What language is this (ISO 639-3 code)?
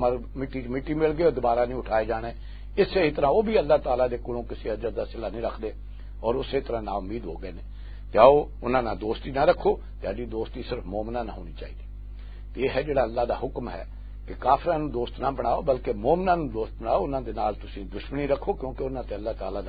lah